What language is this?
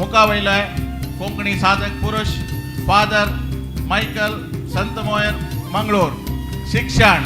Konkani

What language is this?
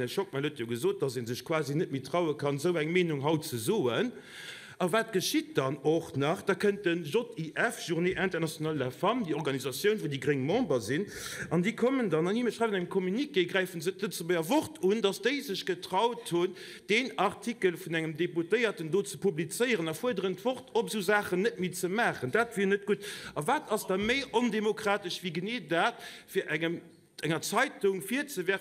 Luxembourgish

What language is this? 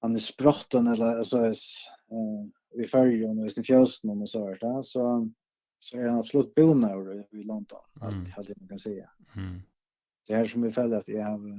Faroese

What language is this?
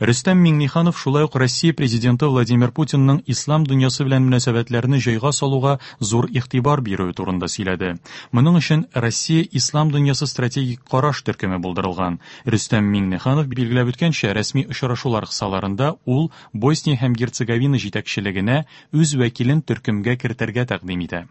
Tatar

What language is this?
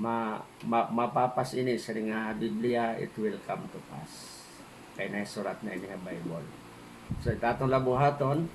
Waray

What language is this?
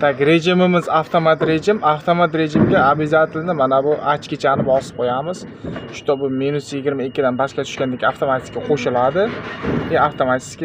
Uzbek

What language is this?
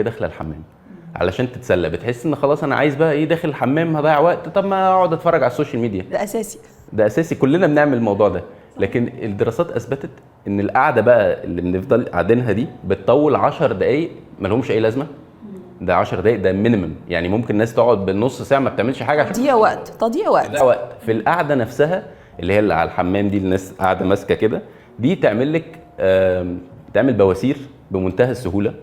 Egyptian Arabic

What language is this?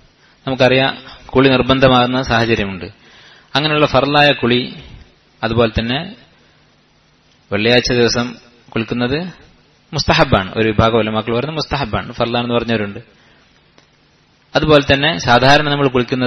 Malayalam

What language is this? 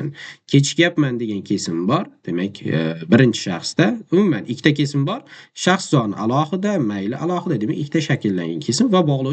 Uzbek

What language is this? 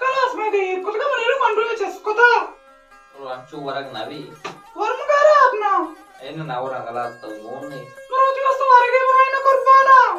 Baluchi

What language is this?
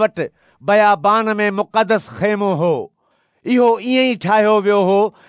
Sindhi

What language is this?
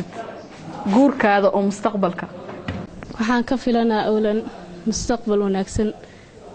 Somali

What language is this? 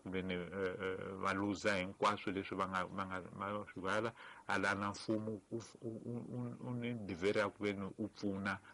Tsonga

